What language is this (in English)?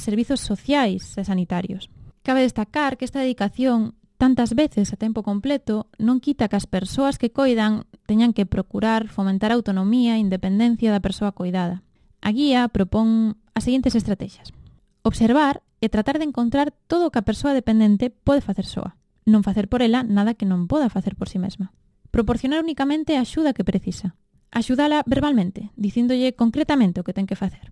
Galician